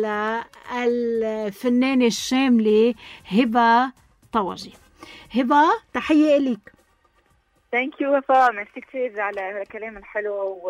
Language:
North Levantine Arabic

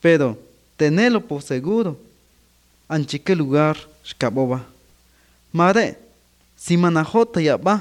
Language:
Kaqchikel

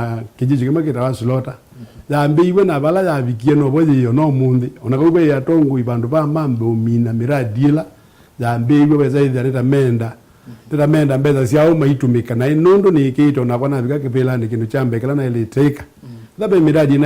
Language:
Kamba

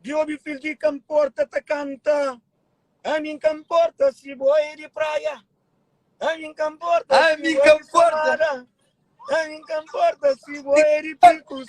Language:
Kabuverdianu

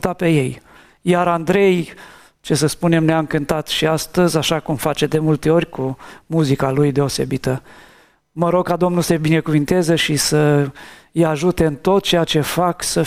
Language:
Romanian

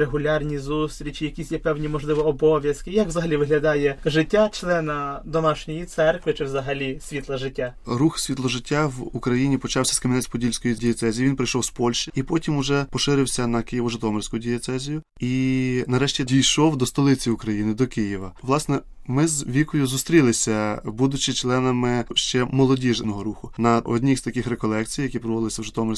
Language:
Ukrainian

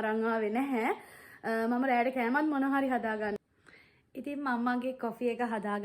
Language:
Sinhala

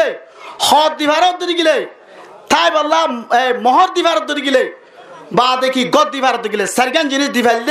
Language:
Rohingya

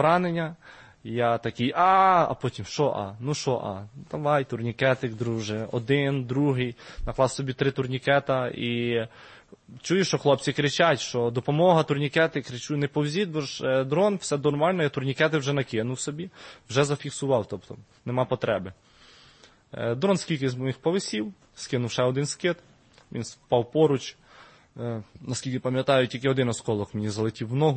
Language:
Ukrainian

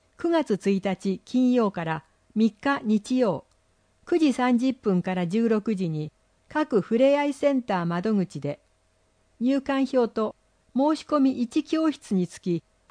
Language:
Japanese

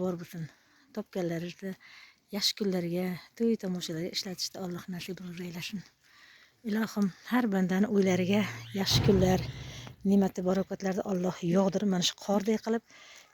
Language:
Uzbek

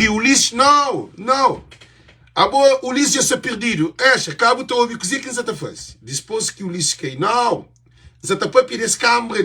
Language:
Kabuverdianu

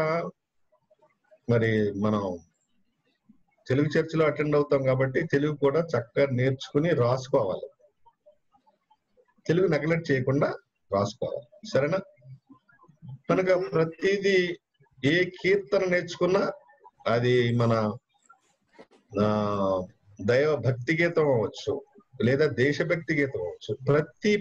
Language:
Telugu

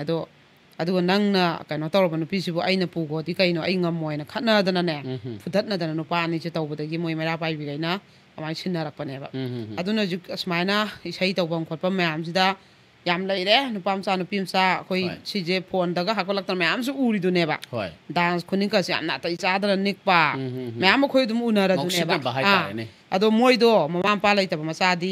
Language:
Manipuri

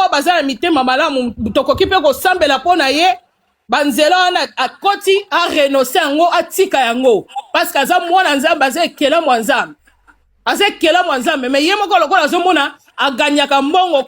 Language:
Lingala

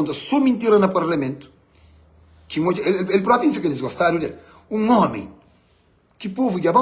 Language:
Kabuverdianu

